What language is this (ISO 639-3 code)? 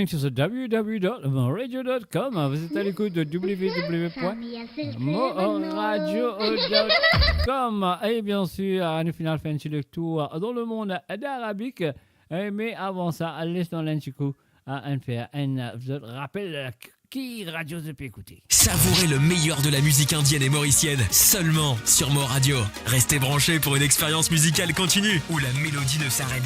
mfe